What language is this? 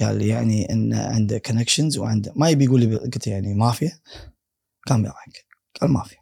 Gulf Arabic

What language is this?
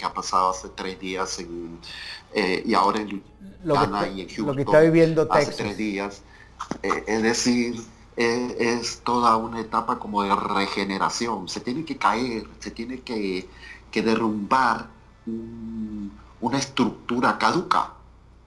Spanish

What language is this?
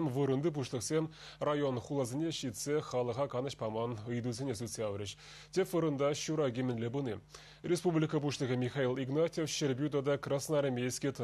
Chuvash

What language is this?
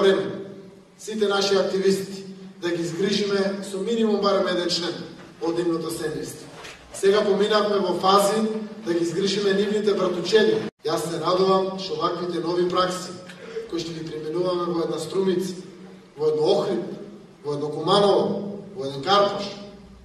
Macedonian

